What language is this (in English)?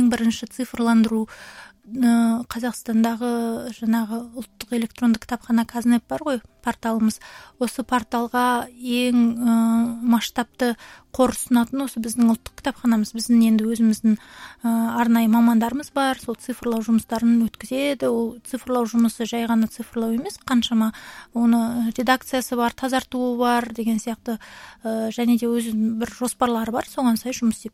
Kazakh